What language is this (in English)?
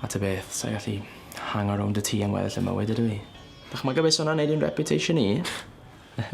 Welsh